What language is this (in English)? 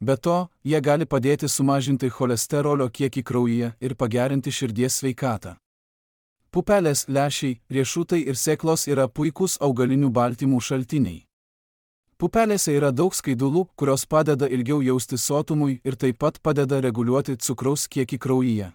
Lithuanian